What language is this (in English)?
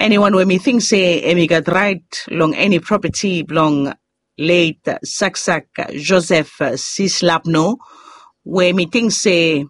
Bislama